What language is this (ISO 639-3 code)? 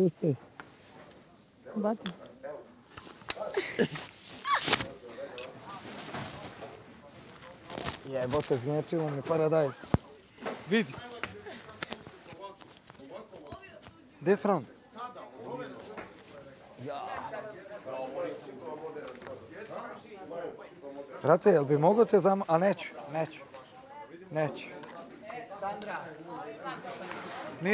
hrv